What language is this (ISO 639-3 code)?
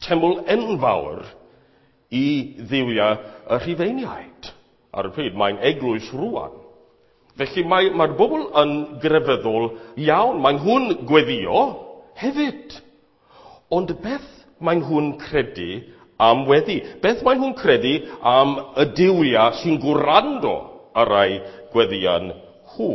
cym